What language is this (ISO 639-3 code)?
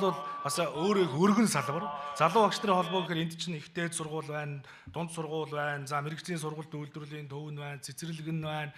mon